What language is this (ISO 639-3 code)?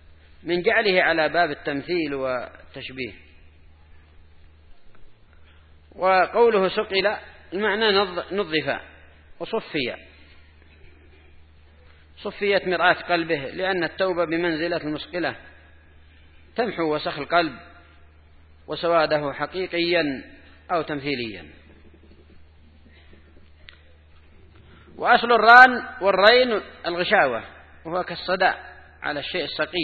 ara